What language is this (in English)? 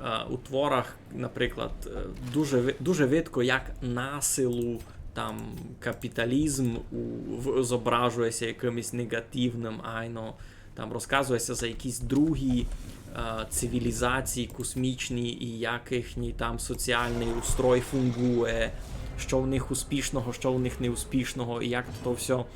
Rusyn